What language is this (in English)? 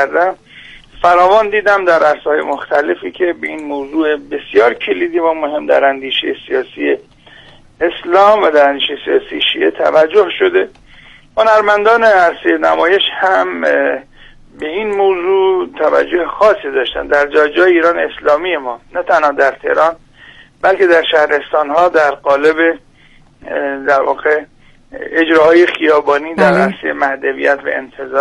Persian